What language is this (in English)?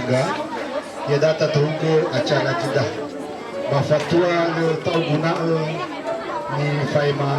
Nias